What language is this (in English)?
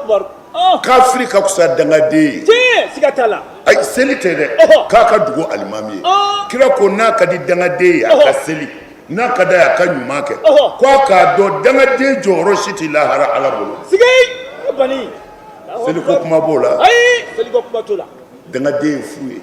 Bambara